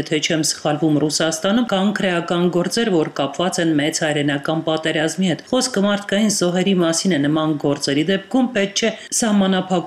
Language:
Armenian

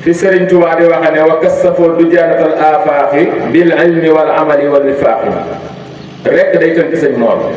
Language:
Wolof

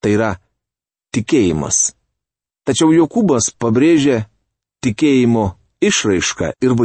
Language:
Lithuanian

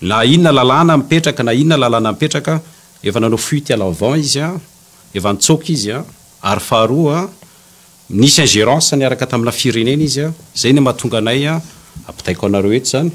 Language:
Malagasy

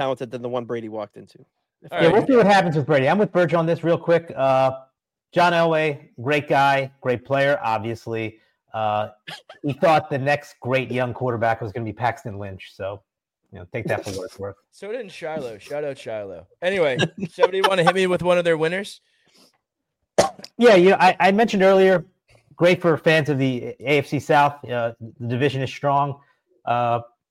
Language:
English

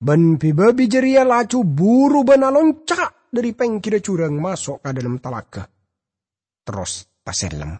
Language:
Madurese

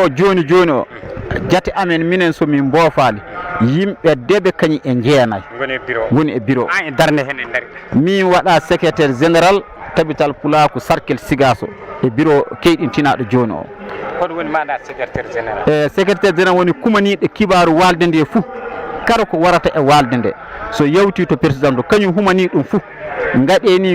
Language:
Fula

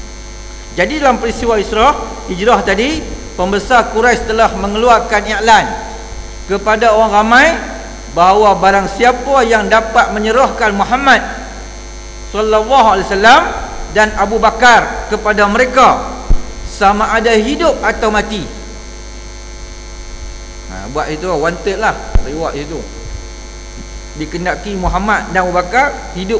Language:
Malay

